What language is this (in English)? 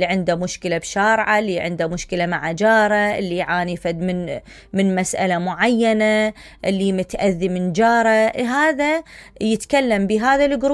Mesopotamian Arabic